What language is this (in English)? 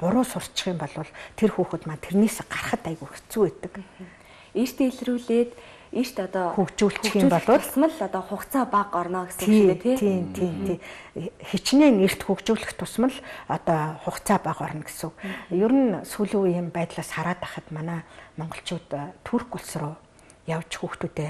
Mongolian